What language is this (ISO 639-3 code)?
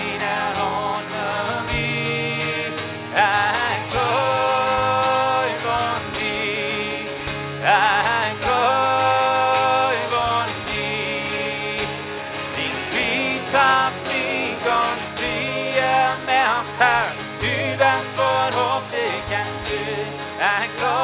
pdt